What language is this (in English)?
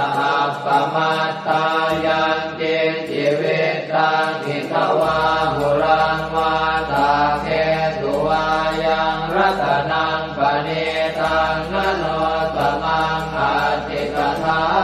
Pali